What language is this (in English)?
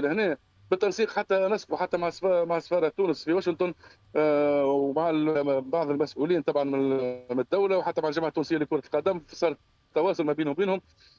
Tunisian Arabic